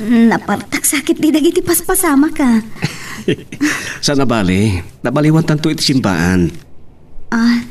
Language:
Iloko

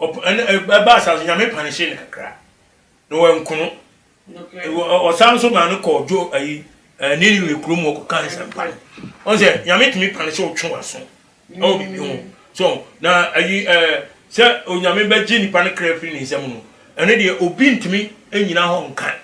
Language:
Akan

